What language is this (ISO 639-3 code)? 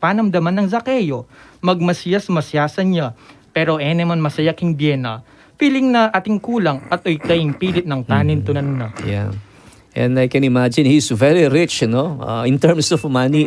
pam